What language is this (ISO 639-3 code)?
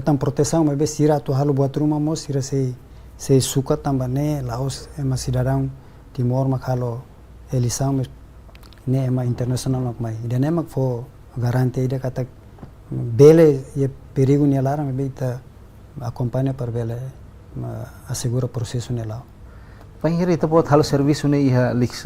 tet